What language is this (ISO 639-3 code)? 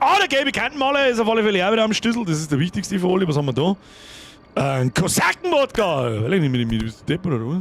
bar